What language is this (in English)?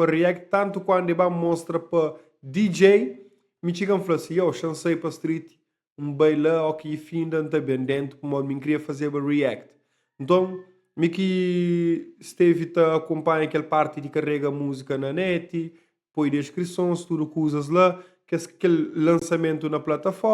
Kabuverdianu